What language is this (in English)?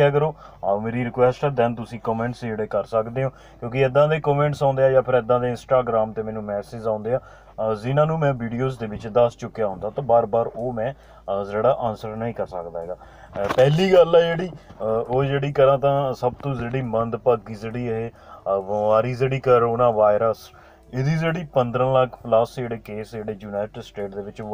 Punjabi